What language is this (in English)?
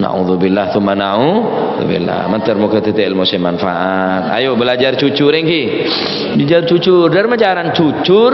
Madurese